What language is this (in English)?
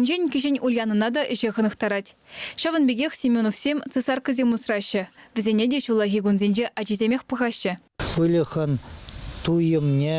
Chuvash